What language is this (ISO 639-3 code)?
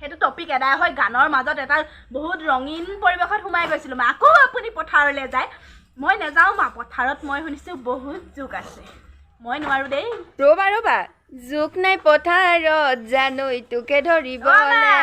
asm